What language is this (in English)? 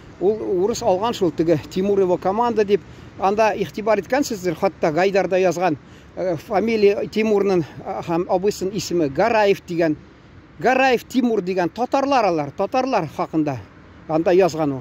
Tatar